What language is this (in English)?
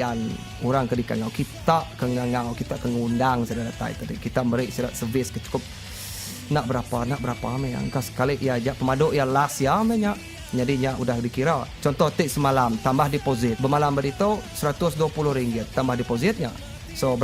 Iban